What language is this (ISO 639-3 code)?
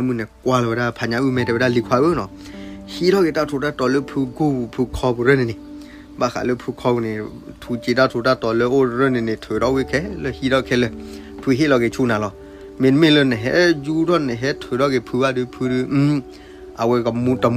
ksw